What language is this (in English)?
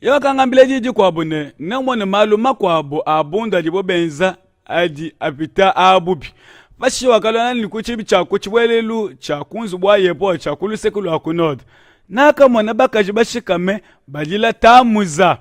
Luba-Lulua